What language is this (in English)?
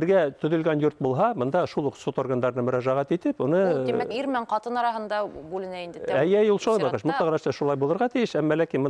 Bashkir